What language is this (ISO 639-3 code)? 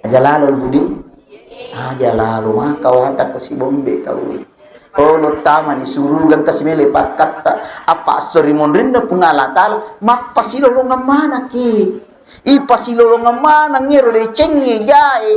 bug